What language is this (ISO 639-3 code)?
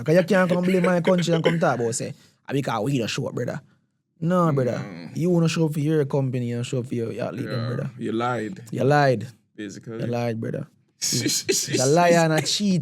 jam